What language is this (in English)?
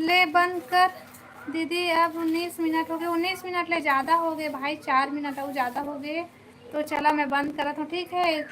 Chhattisgarhi